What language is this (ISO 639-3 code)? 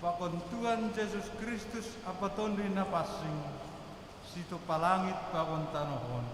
bts